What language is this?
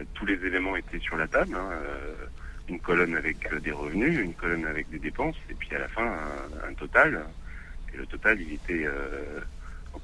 French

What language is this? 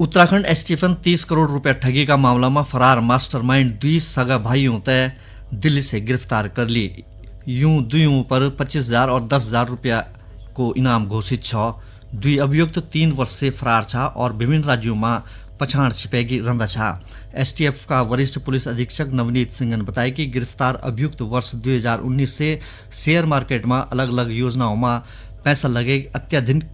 Garhwali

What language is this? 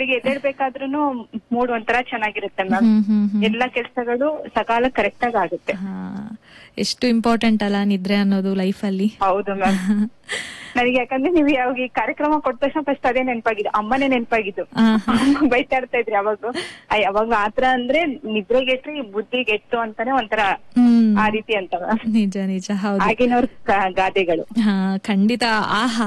Kannada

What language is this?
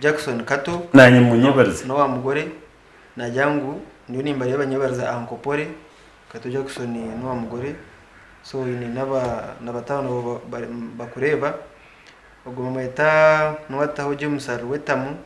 Nyankole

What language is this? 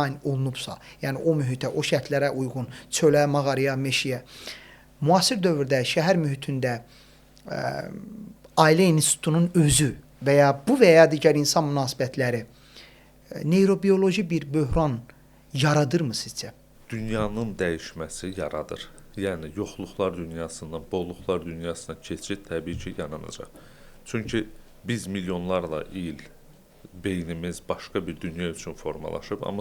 Azerbaijani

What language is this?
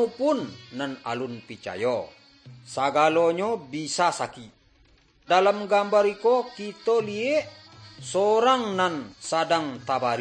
Minangkabau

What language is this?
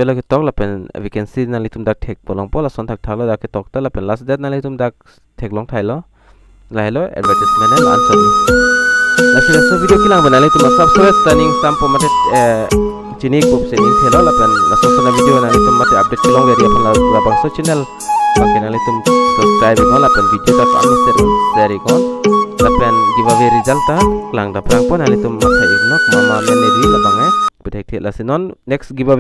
Karbi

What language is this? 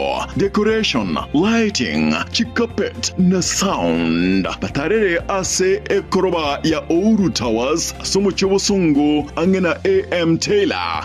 Gusii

